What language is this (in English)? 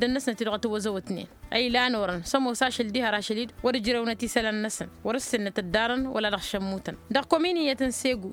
Tamasheq